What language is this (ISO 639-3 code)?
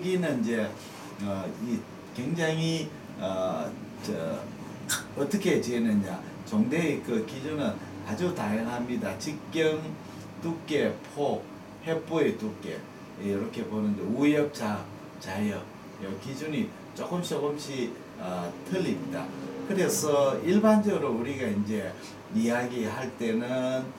kor